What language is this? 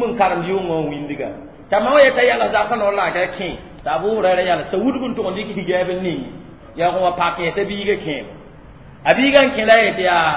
Mossi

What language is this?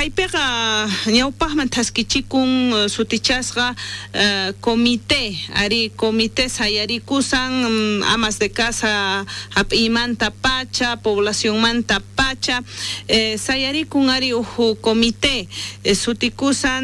South Bolivian Quechua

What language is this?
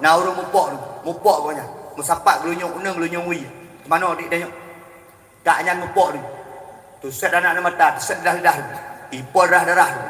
Achinese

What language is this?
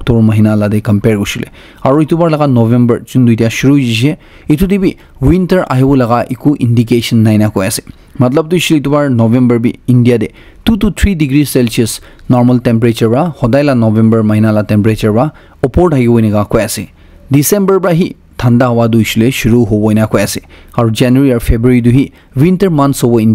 Naga Pidgin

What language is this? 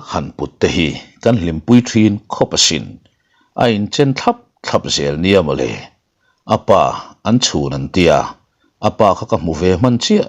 Mizo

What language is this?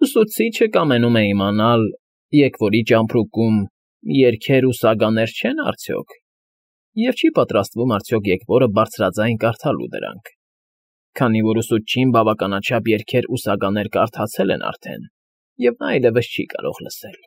Armenian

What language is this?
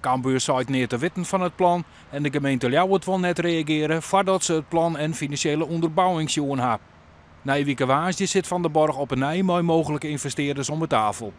Western Frisian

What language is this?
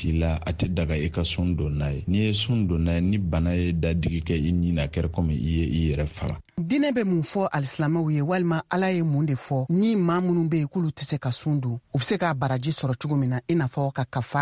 Bambara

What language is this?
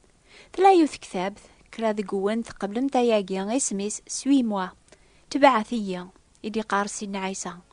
Kabyle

